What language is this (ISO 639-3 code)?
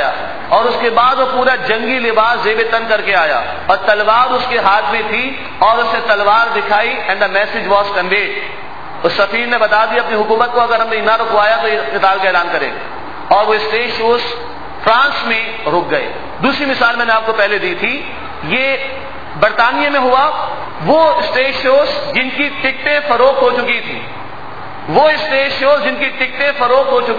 urd